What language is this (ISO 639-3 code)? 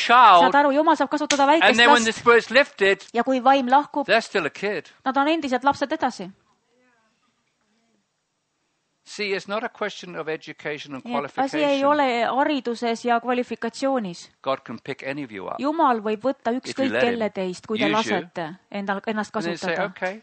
est